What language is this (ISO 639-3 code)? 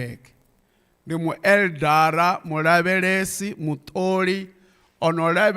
ven